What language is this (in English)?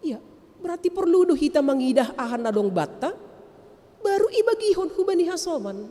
Batak Simalungun